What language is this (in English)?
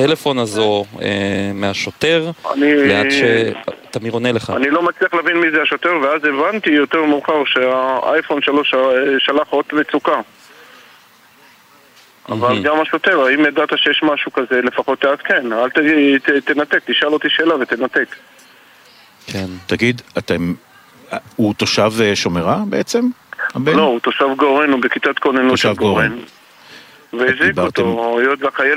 Hebrew